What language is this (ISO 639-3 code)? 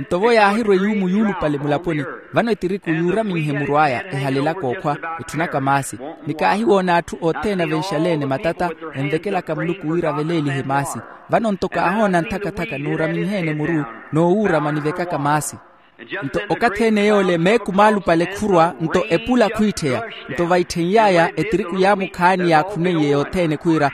vmw